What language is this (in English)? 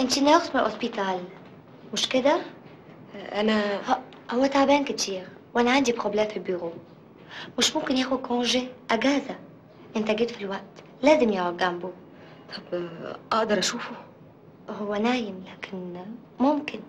Egyptian Arabic